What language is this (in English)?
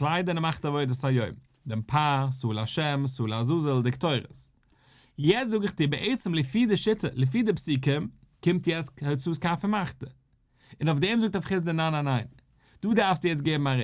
Yiddish